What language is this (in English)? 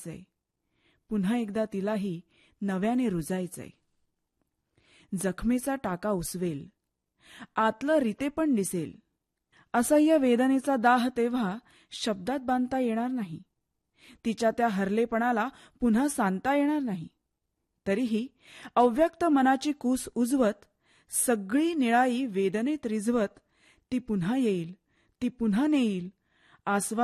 Marathi